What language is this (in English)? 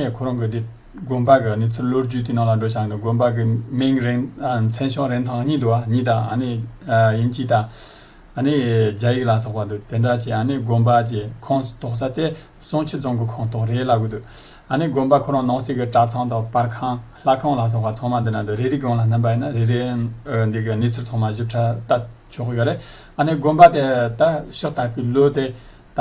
Tibetan